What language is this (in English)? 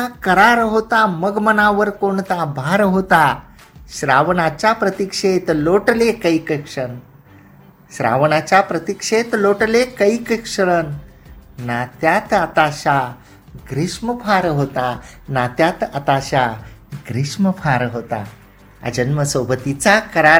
Marathi